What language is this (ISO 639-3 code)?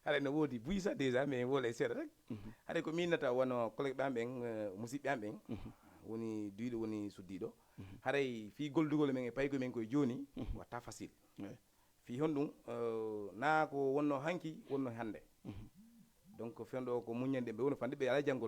ful